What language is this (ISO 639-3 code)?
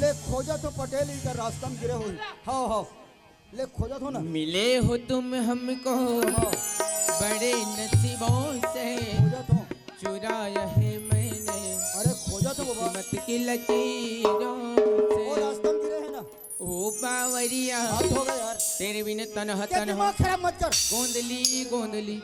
hne